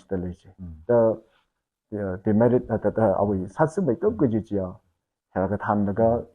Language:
Tangkhul Naga (India)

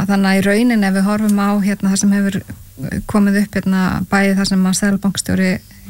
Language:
Icelandic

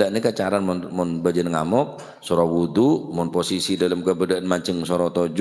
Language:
Madurese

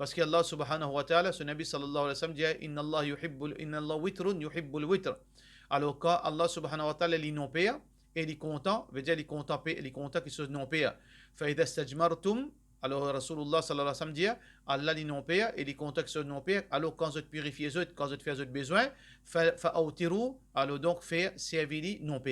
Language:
Morisyen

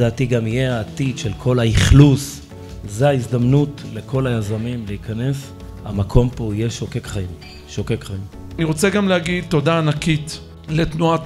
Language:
Hebrew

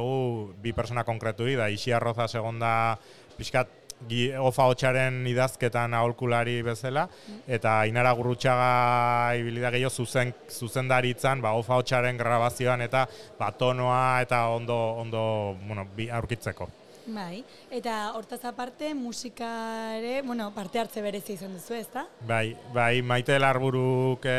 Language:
Basque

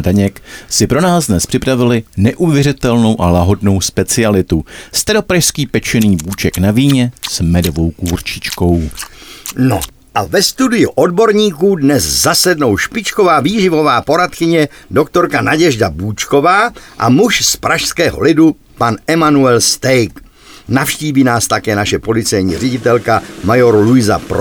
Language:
Czech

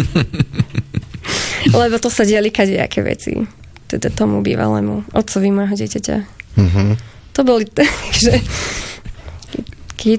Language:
Slovak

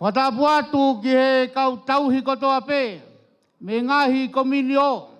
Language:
Tongan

